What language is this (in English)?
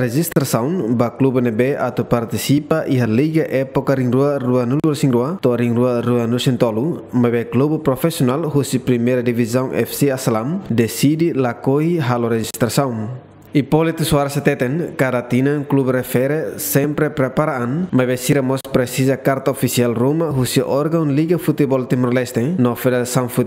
Tetum